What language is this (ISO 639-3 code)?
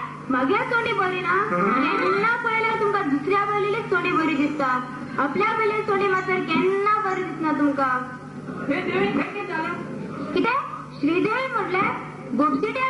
kok